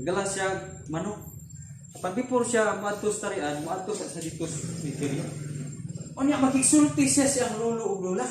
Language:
Cebuano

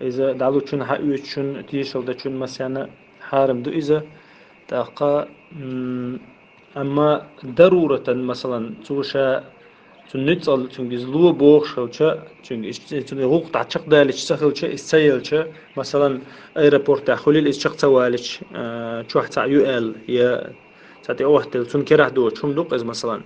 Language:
Chechen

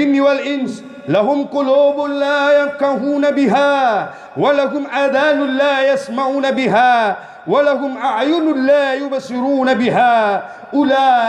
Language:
Buginese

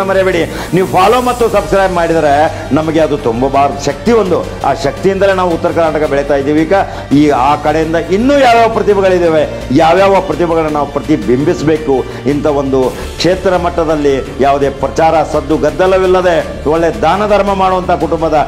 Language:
Kannada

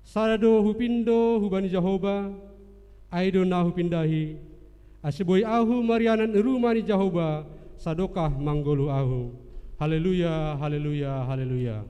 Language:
Batak Simalungun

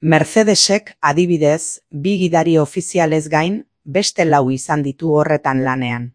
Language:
Basque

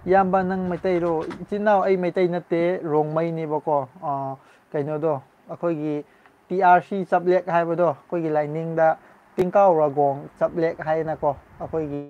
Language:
Manipuri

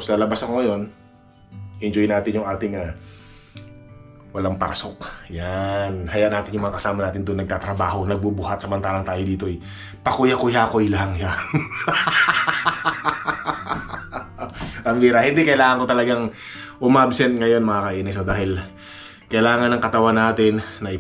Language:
Filipino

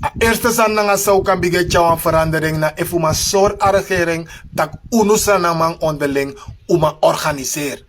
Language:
Sranan Tongo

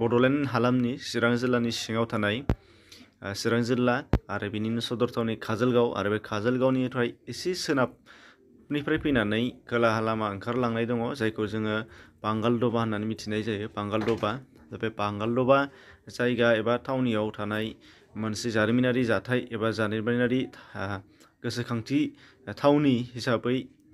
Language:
Bodo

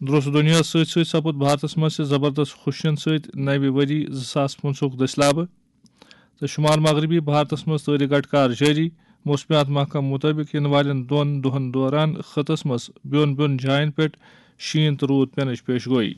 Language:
Kashmiri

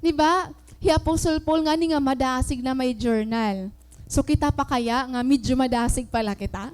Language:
Waray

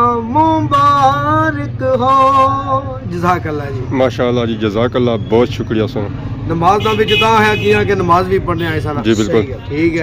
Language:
Pahari-Potwari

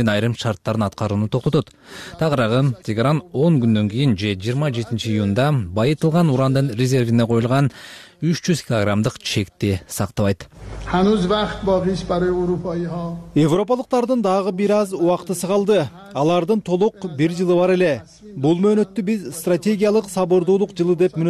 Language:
Kyrgyz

